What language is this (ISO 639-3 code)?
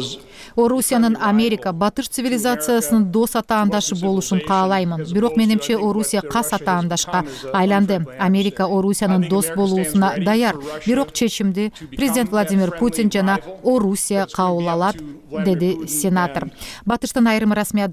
kir